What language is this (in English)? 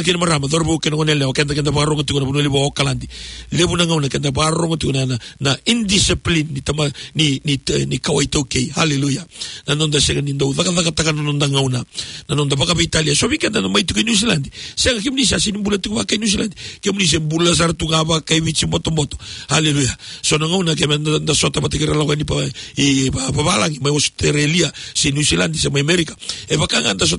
Fijian